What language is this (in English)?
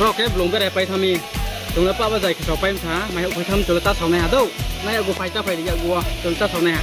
Riang (India)